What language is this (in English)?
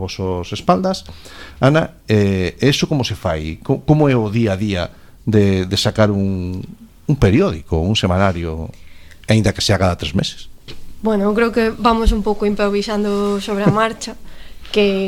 Galician